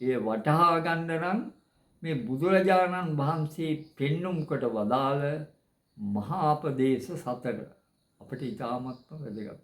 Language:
Sinhala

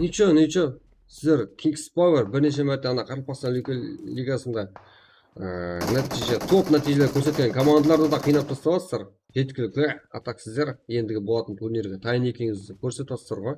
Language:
Kara-Kalpak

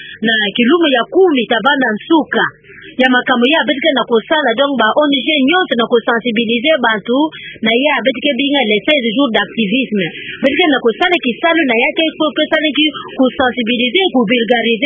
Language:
Kituba (Democratic Republic of Congo)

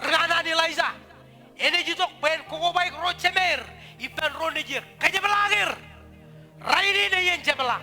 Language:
Marshallese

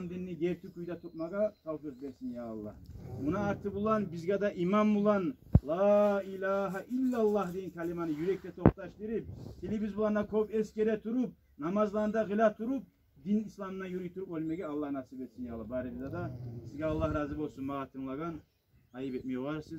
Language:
Kumyk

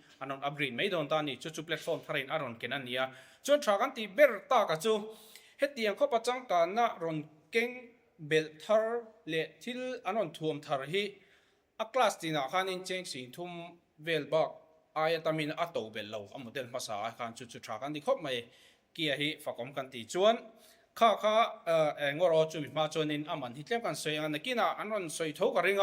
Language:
Mizo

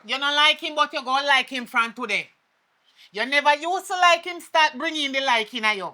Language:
Jamaican Creole English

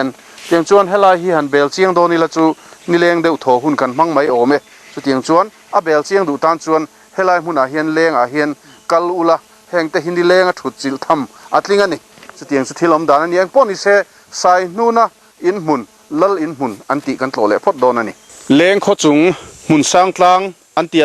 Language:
Mizo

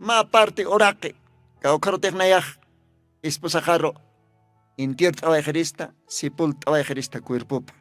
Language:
Aymara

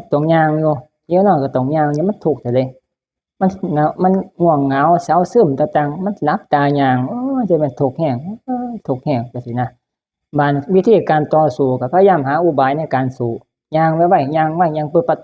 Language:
Northeastern Thai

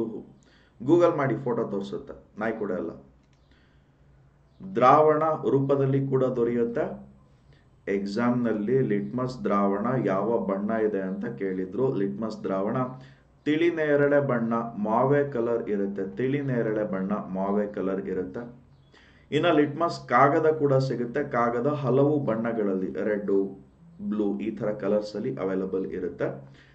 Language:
Kannada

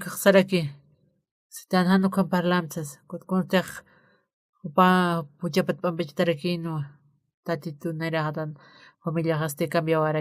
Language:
Aymara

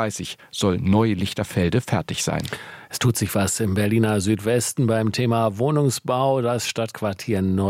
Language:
German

